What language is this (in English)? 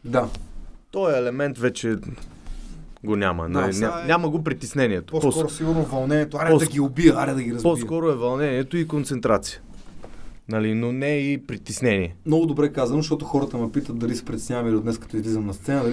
Bulgarian